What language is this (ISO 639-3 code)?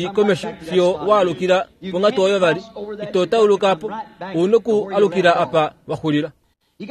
kua